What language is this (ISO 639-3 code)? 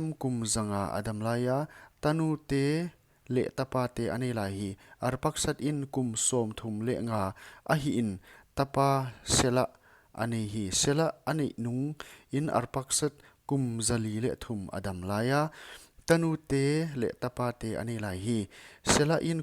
pck